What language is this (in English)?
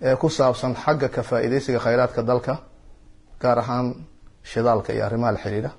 Somali